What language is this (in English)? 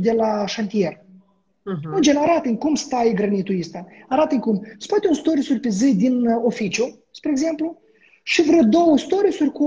Romanian